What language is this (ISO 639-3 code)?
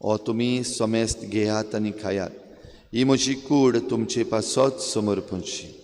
kok